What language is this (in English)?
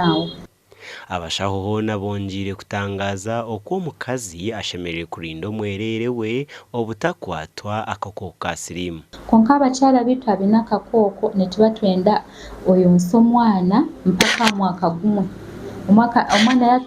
Nyankole